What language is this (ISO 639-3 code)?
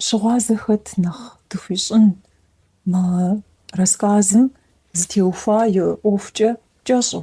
kbd